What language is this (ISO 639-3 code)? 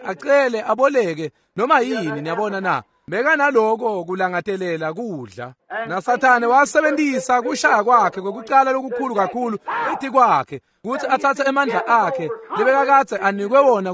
ssw